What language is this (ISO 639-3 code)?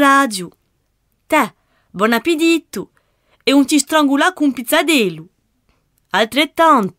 cos